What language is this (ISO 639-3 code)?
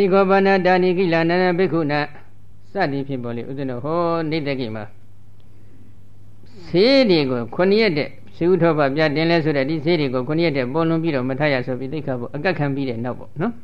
mya